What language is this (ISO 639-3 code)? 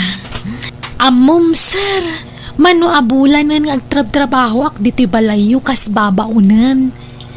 ilo